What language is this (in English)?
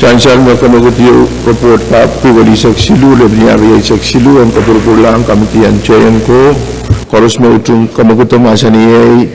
Pohnpeian